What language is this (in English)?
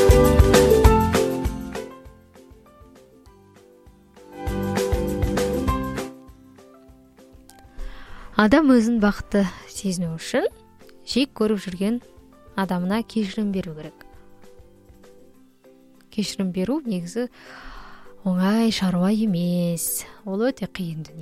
Kazakh